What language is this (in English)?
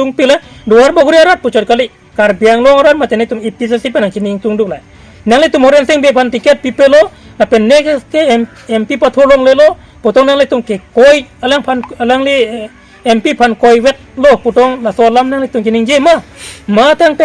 Karbi